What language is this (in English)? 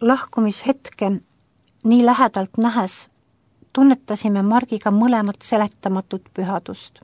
Estonian